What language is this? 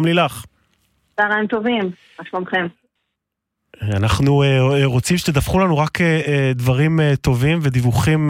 Hebrew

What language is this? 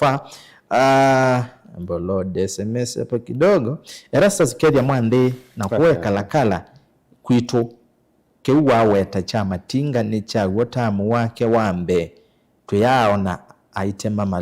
Kamba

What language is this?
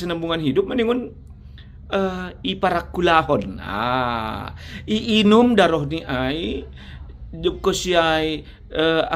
Batak Simalungun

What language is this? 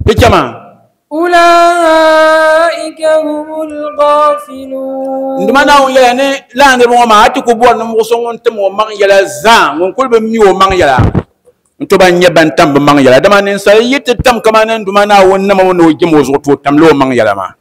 Dagbani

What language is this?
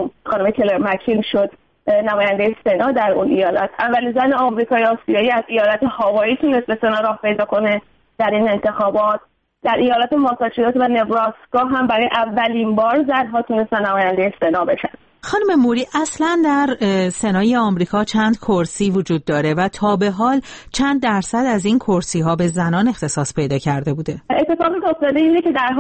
Persian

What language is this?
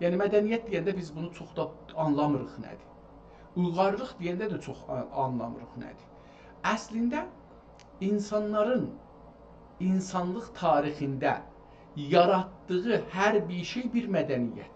South Azerbaijani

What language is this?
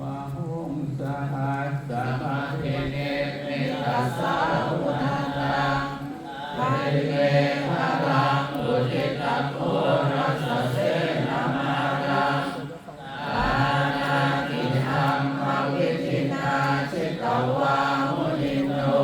Pali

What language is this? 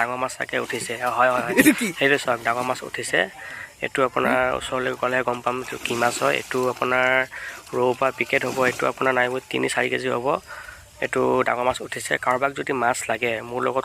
Assamese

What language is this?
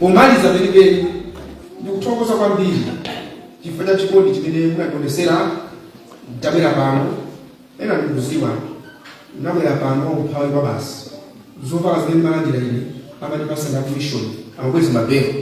Nyanja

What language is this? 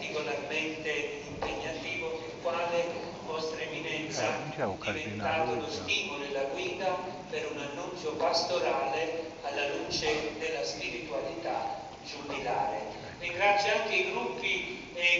Italian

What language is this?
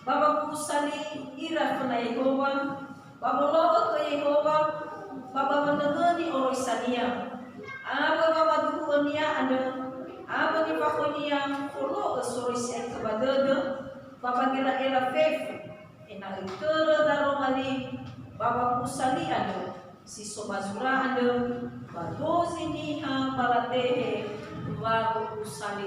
Nias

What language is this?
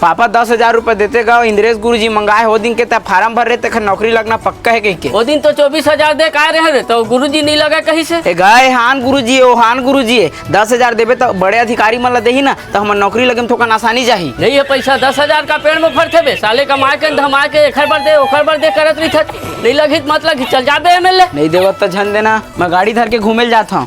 Chhattisgarhi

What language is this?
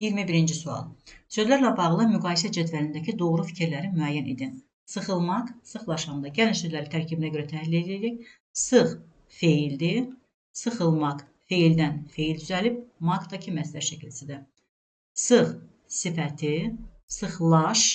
Azerbaijani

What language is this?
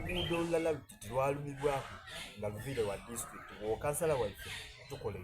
Soga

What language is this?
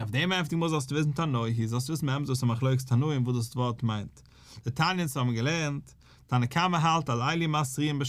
Yiddish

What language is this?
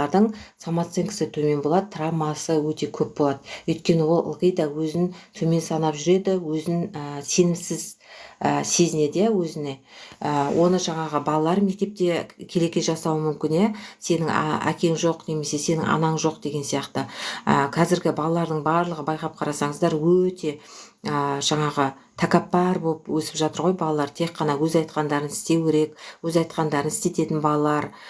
Kazakh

